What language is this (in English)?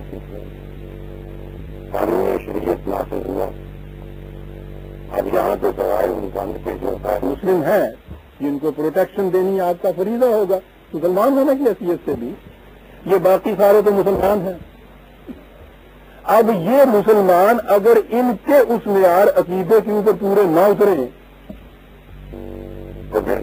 Urdu